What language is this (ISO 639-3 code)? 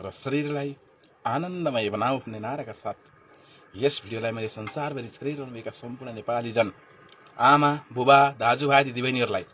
nep